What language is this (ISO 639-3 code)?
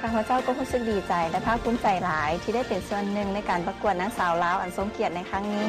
lao